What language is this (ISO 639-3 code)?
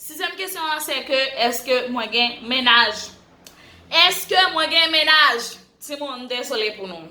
hat